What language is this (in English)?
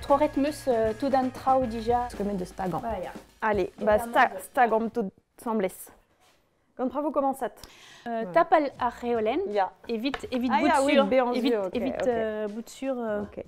Breton